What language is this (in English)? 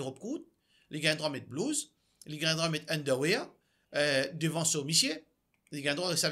Morisyen